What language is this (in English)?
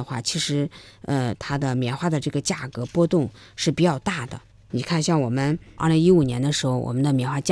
Chinese